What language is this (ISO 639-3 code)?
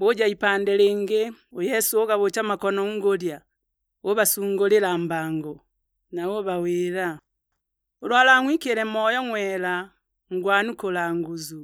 suk